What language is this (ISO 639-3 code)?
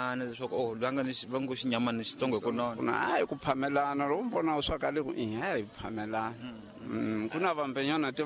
tso